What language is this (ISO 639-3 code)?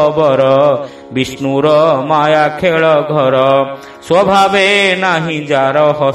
ori